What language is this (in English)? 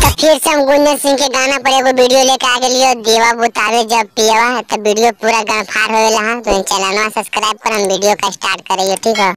Magahi